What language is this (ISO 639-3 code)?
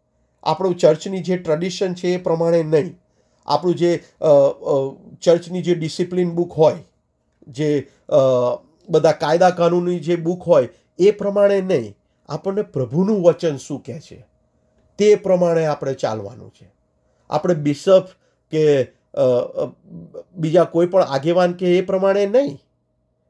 guj